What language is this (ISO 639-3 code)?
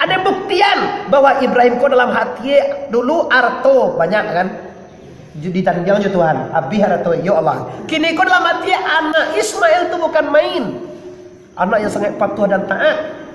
min